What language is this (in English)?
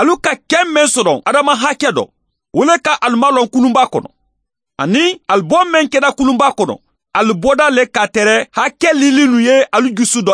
Mandingo